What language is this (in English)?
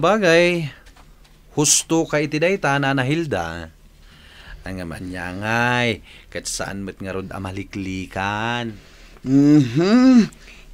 Iloko